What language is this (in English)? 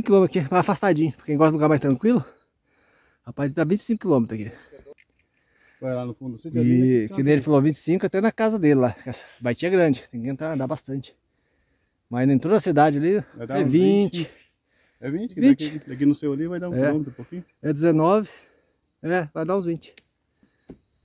Portuguese